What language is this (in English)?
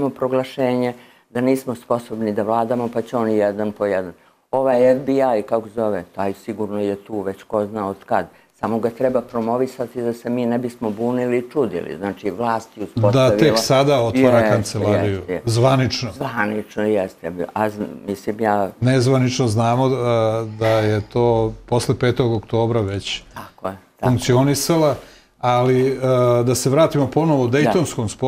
Serbian